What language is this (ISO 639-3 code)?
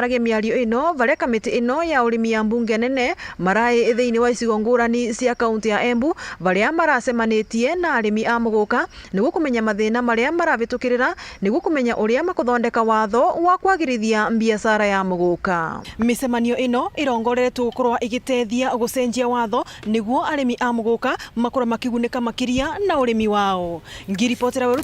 mer